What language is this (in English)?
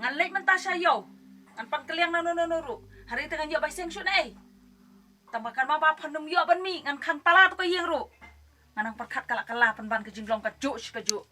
Khasi